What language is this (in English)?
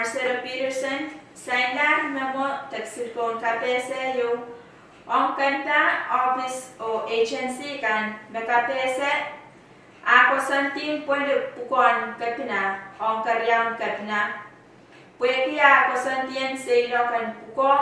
Pohnpeian